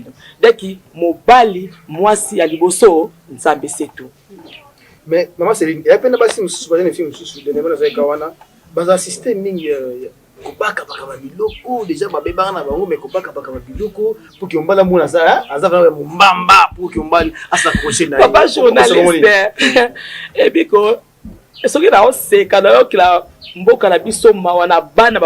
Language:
Lingala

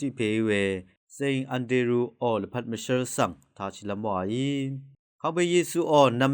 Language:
Rawang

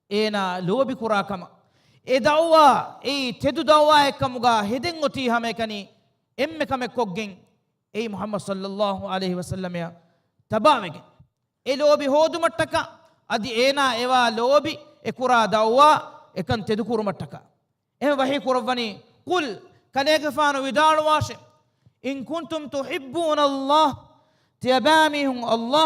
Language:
Divehi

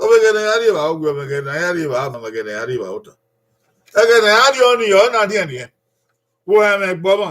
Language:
Bini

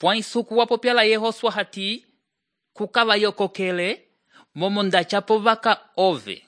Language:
Umbundu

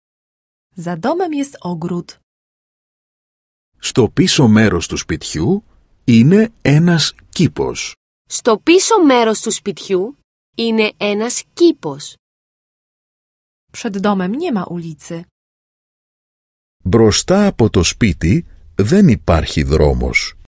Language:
Greek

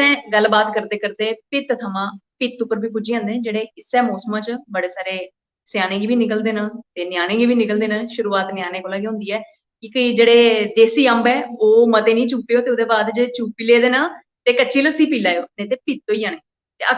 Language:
Dogri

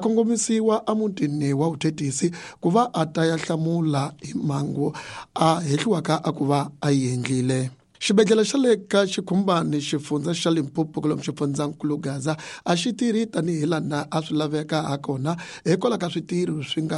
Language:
Tsonga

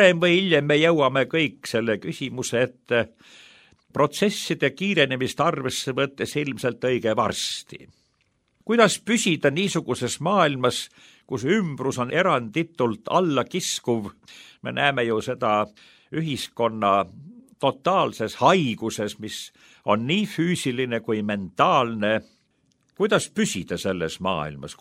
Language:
Estonian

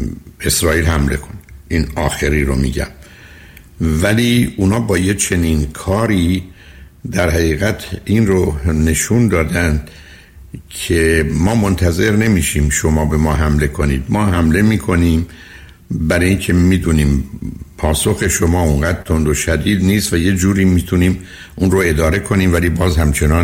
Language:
Persian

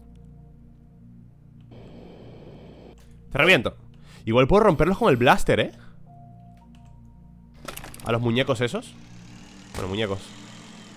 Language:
Spanish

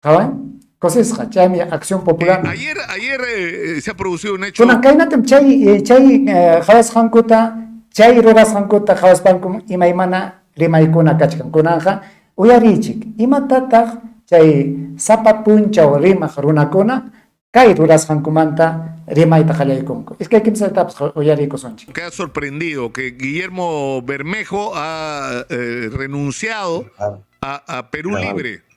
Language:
Ayacucho Quechua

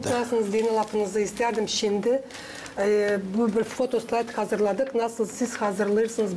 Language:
Gagauz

